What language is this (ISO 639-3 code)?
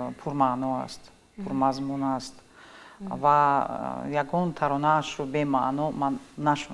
tgk